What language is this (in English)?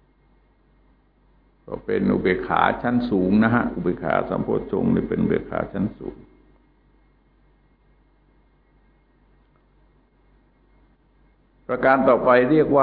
Thai